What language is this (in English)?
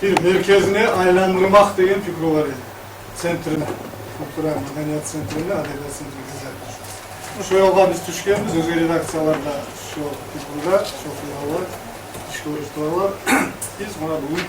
Kumyk